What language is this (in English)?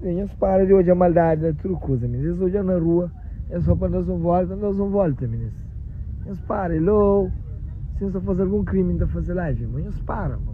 Kabuverdianu